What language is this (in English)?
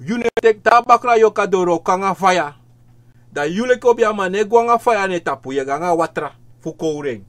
Sranan Tongo